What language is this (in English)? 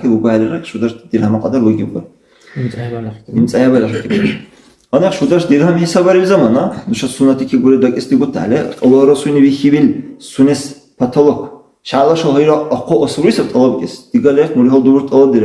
Dargwa